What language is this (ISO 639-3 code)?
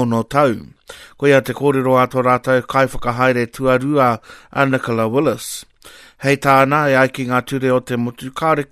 mri